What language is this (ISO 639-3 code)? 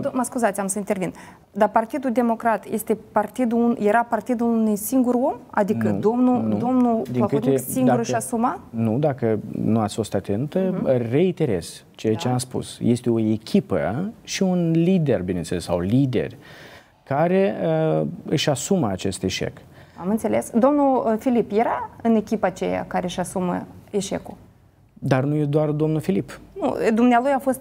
ron